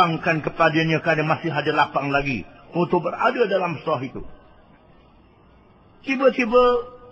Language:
Malay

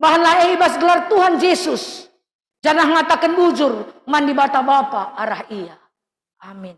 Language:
Batak Karo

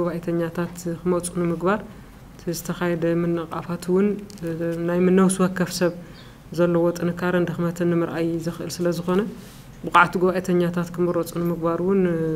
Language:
Tigrinya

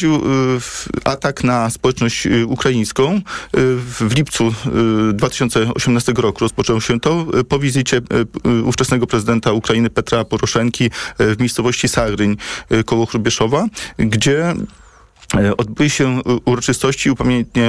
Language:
Polish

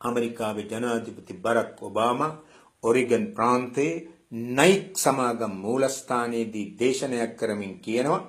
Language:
Sinhala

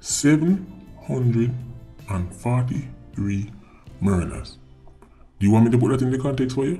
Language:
Jamaican Creole English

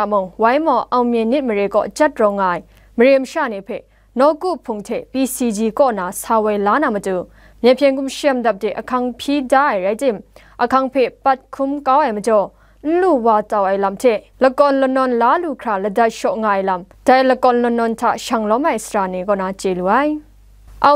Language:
Kachin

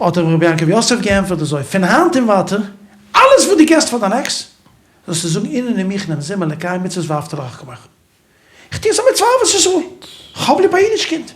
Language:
Yiddish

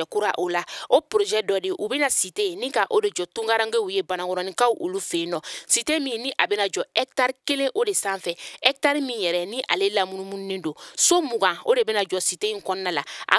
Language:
Bambara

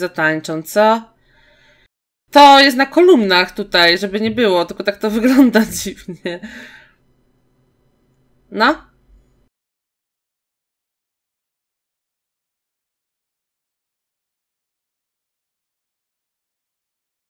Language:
Polish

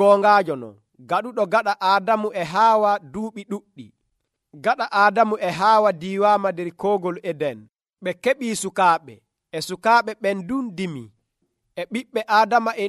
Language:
Nigerian Fulfulde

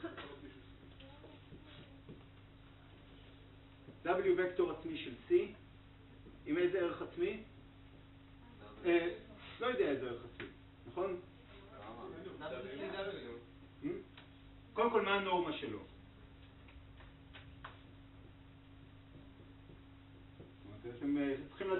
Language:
Hebrew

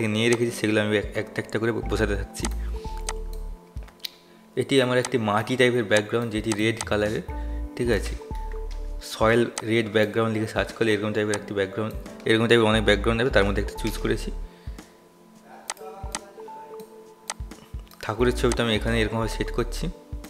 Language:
Bangla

